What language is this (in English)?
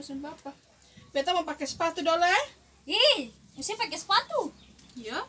Ambonese Malay